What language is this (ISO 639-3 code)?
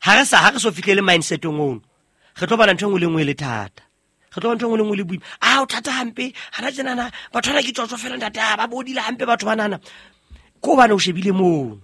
sot